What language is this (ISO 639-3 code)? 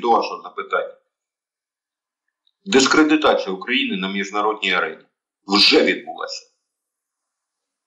ukr